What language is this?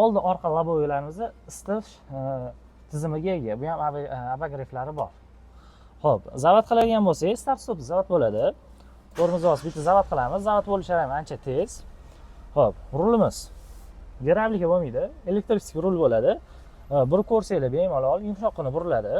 Uzbek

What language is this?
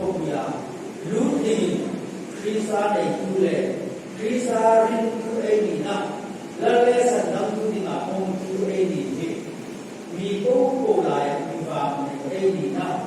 Hmar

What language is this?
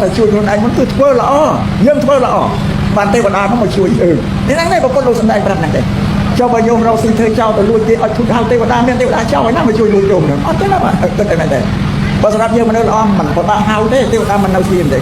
Khmer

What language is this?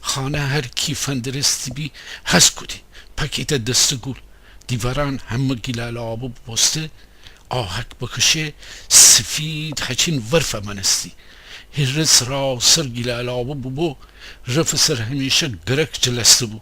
Gilaki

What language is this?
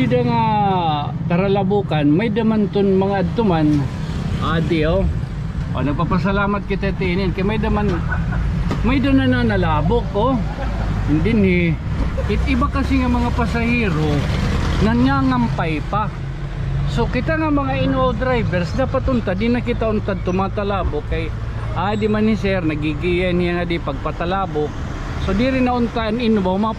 Waray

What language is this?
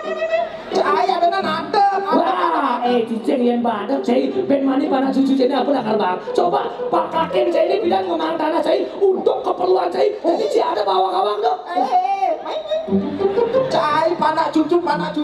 Balinese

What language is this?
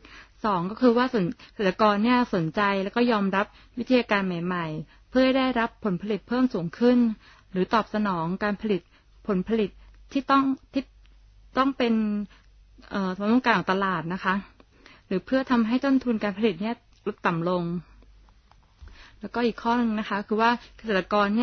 Thai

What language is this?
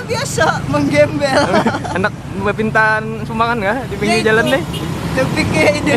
Banjar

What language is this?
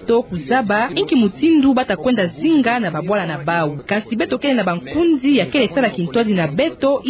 Kituba (Democratic Republic of Congo)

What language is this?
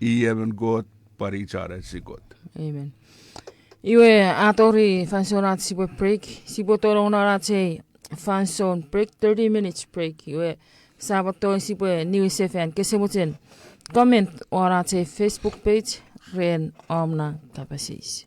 Chuukese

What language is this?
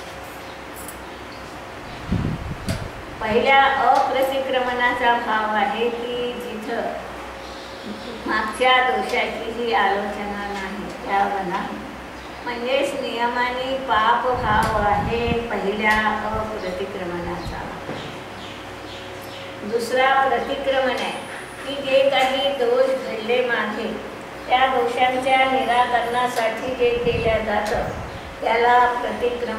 Marathi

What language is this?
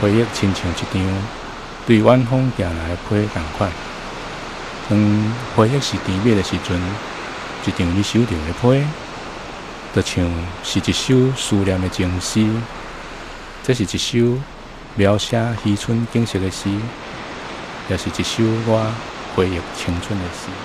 Min Nan Chinese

